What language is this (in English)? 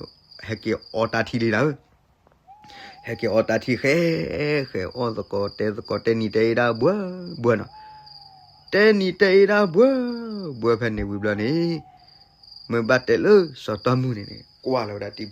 S'gaw Karen